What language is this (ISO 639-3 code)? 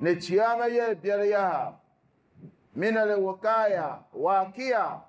dag